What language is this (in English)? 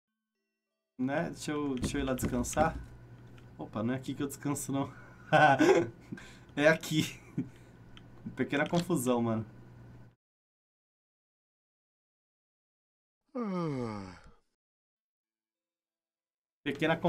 Portuguese